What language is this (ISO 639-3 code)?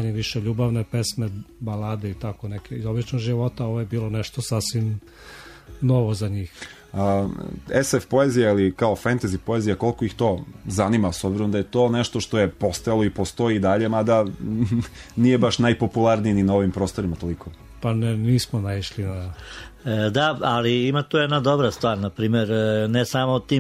srp